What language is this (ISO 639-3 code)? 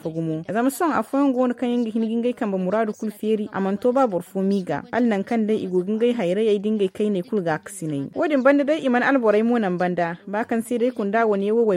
dje